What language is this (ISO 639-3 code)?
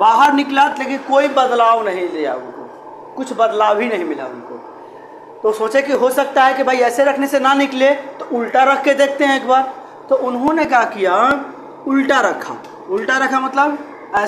hin